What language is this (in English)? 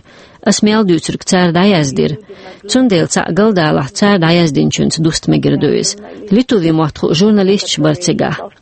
Chechen